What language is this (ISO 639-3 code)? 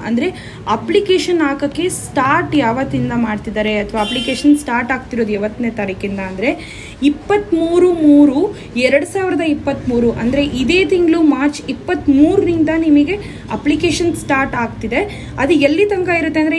kan